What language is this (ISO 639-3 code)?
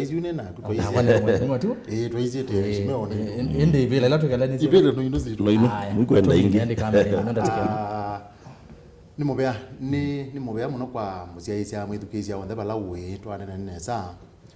kam